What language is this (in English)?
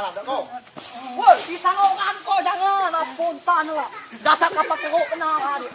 Minangkabau